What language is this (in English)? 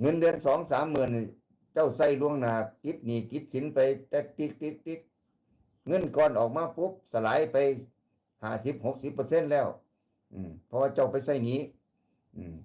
Northeastern Thai